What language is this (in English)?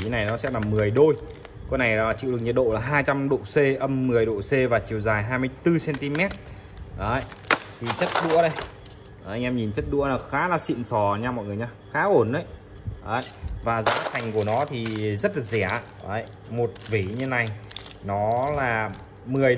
Vietnamese